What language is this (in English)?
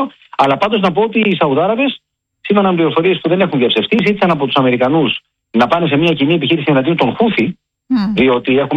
Greek